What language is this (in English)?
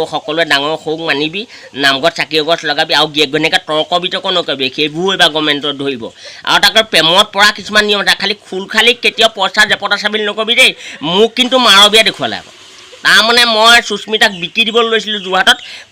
Assamese